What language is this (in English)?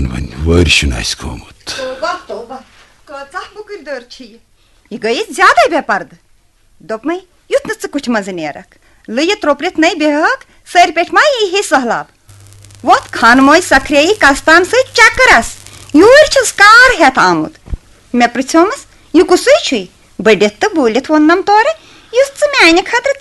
Kashmiri